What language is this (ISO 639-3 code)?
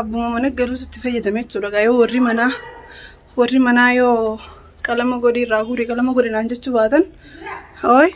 orm